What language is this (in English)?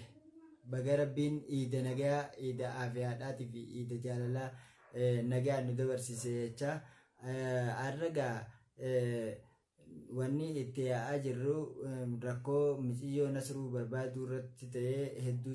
Oromo